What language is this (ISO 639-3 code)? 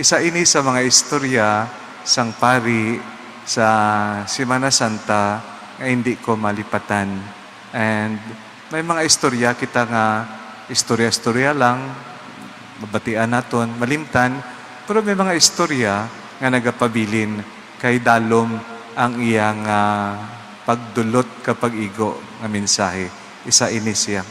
hil